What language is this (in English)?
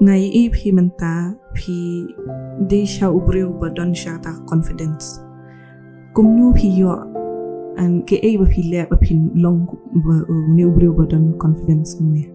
Khasi